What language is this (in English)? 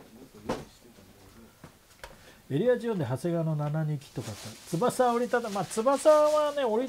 Japanese